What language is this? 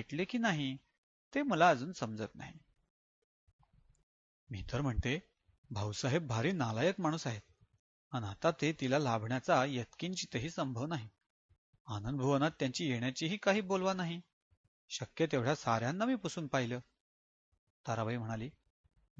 Marathi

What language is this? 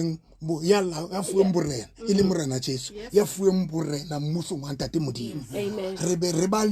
Southern Sotho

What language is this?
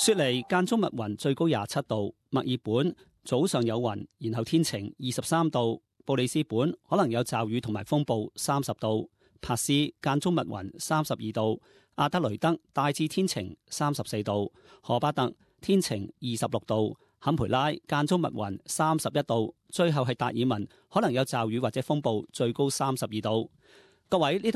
Cantonese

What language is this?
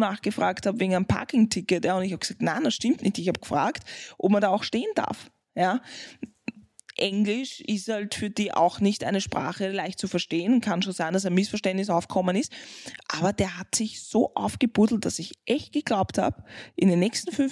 German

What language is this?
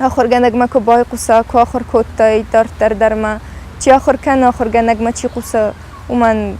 Ossetic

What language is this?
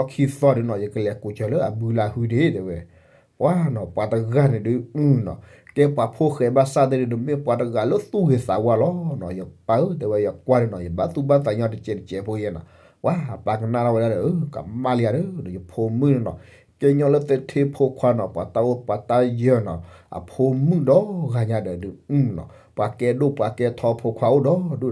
S'gaw Karen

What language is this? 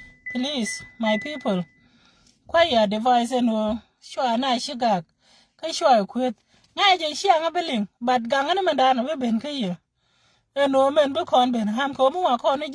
Nuer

